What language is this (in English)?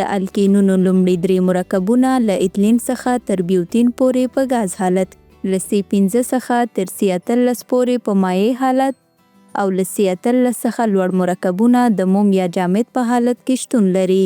Pashto